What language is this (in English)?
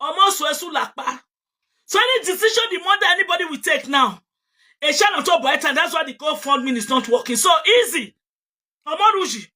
Nigerian Pidgin